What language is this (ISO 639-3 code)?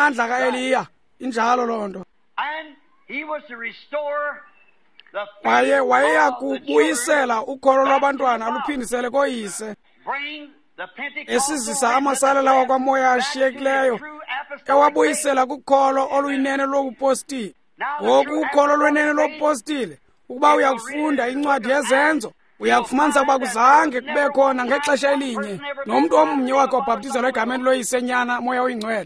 xho